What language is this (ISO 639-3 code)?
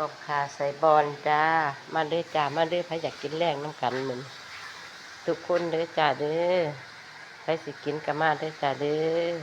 tts